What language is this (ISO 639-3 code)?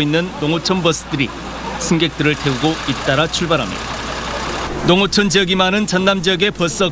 kor